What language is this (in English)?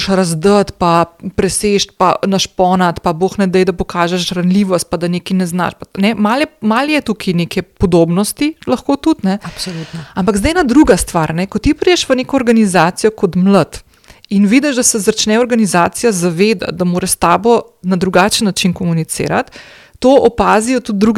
Slovenian